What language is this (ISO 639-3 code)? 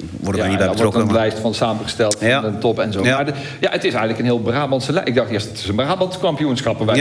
nld